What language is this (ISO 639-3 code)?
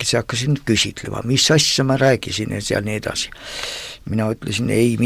est